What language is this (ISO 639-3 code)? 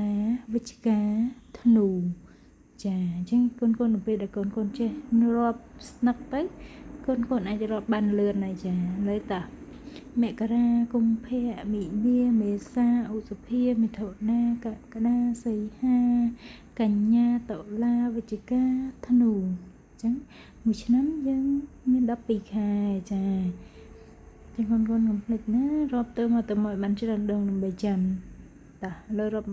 khm